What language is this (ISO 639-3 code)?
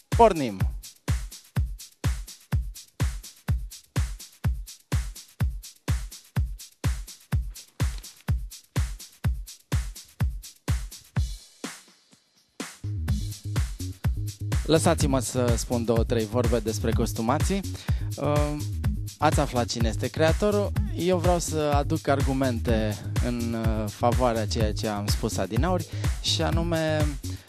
ron